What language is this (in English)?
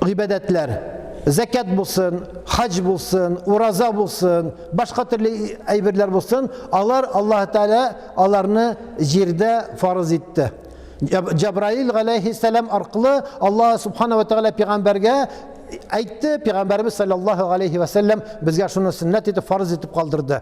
Tatar